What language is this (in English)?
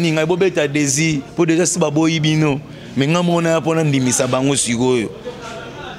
Lingala